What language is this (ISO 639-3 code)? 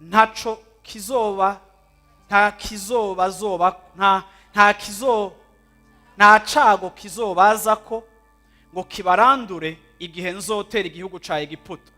run